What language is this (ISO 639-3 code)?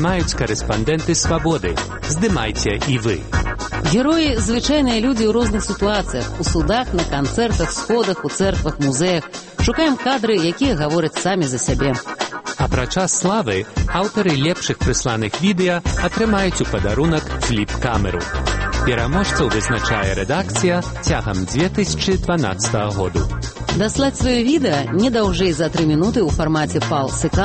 bel